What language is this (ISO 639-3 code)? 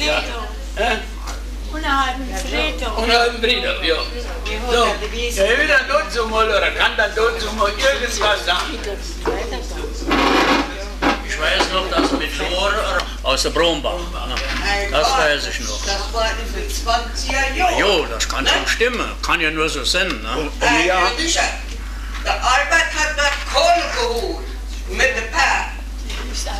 deu